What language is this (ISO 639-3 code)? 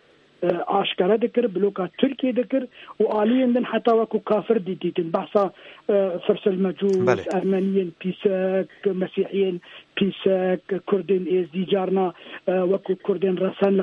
kur